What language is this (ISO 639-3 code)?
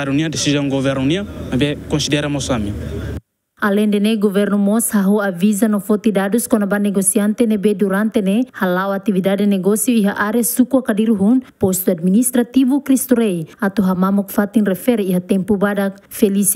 tet